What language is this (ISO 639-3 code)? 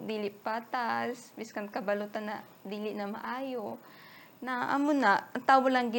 hil